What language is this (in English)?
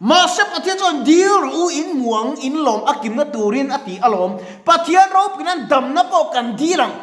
Mizo